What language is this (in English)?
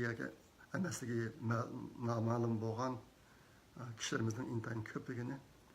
Uyghur